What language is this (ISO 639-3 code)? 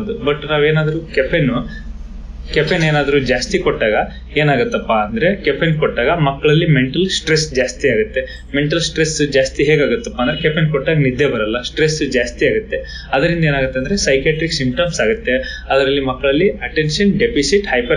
kan